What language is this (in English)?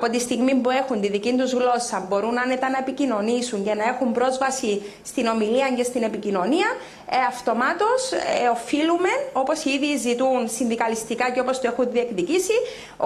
Greek